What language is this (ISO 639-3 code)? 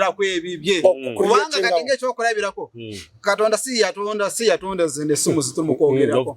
lug